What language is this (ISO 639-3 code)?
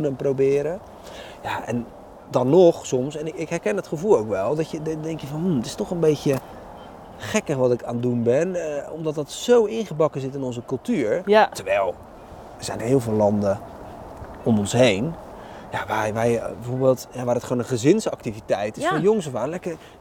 nld